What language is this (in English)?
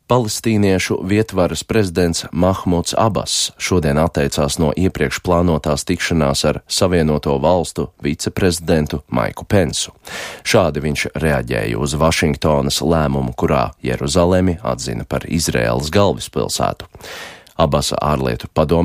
Latvian